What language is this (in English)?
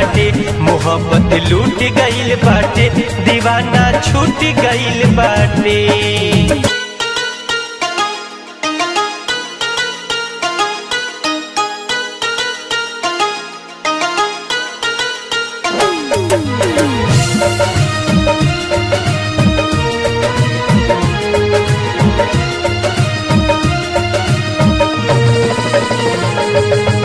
Bhojpuri